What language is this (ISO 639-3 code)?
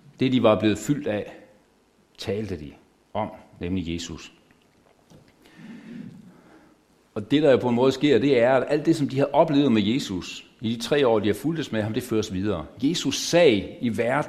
dan